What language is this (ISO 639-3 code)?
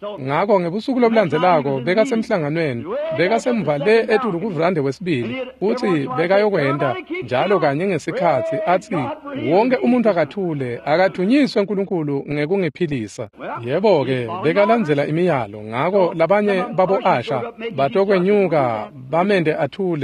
ssw